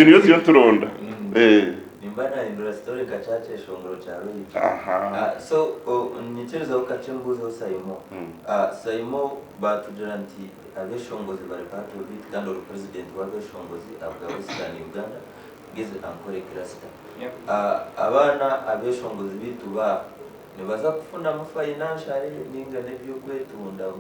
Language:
Nyankole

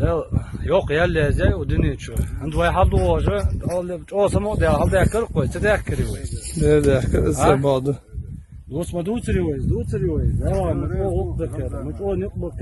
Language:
Chechen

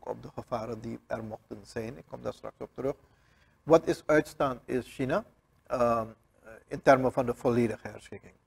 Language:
Dutch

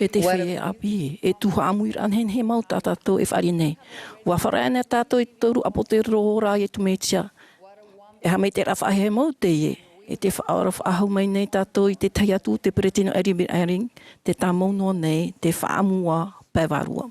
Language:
Tahitian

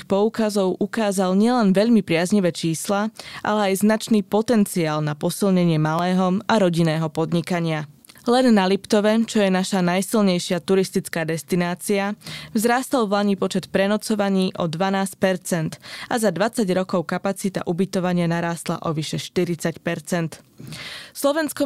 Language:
Slovak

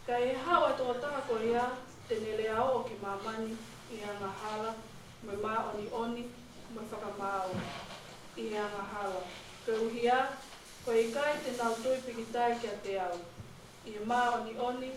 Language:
Tongan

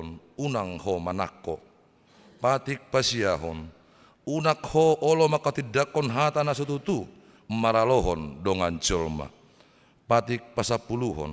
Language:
Batak Toba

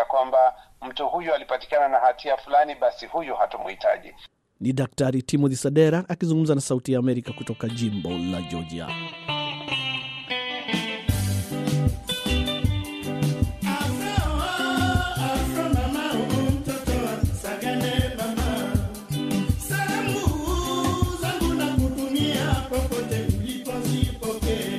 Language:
Swahili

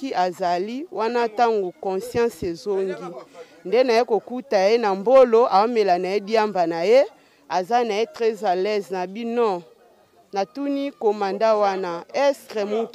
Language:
Lingala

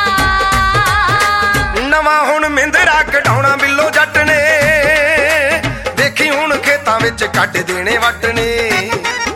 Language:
Punjabi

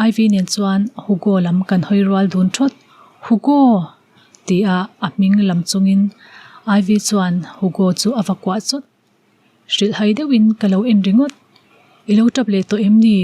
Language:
Mizo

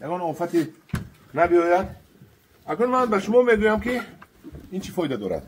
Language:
Tajik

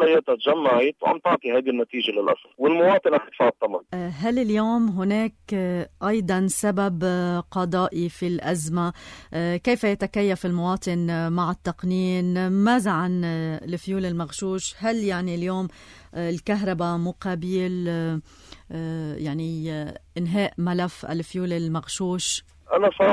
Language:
North Levantine Arabic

